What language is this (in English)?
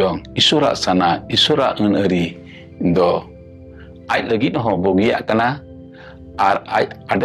Santali